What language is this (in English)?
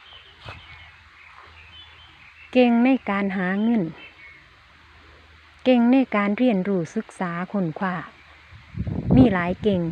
Lao